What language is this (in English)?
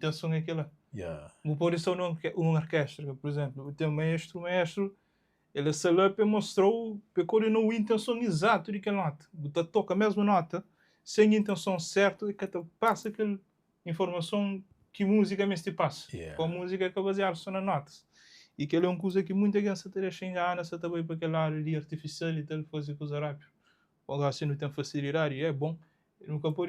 Kabuverdianu